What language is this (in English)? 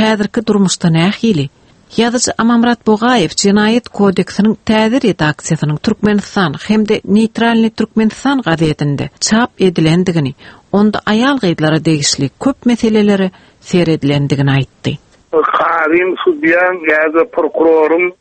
Turkmen